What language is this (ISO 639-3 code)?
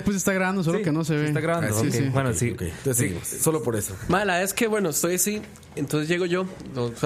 spa